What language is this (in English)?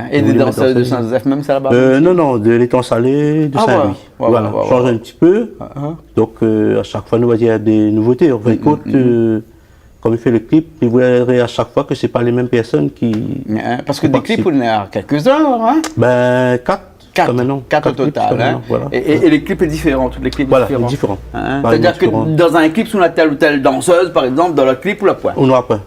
Réunion Creole French